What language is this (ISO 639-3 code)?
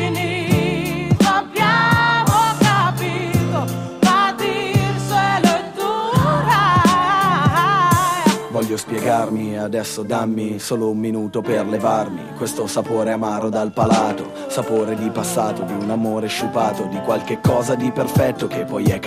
ita